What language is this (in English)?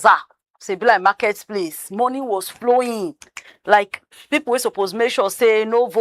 Nigerian Pidgin